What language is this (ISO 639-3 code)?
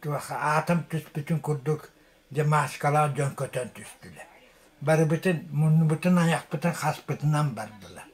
sah